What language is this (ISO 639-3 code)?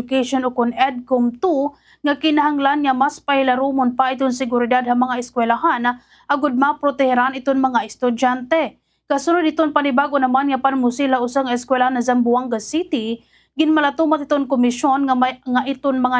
war